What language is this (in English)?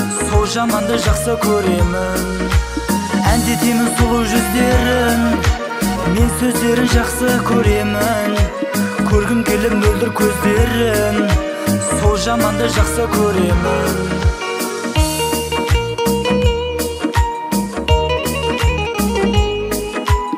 Kazakh